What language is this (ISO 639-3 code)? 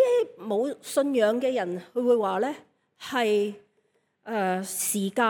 yue